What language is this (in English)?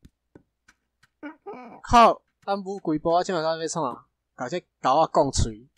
Min Nan Chinese